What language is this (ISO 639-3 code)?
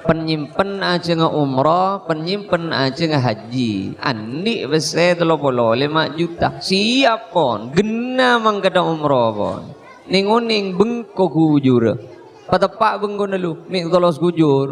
mad